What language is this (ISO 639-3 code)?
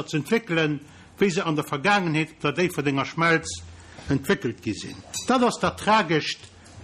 ltz